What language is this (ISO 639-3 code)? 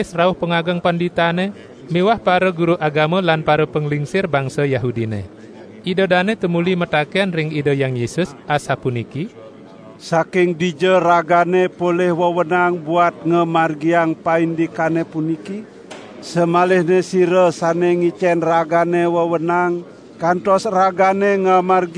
ban